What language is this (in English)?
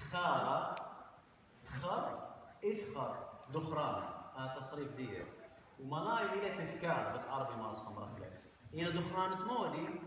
Assyrian Neo-Aramaic